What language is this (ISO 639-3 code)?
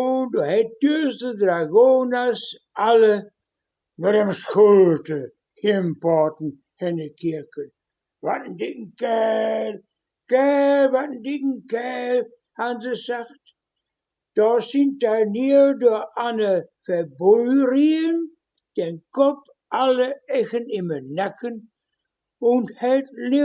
wep